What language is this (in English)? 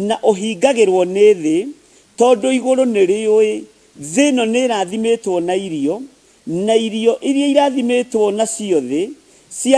Kikuyu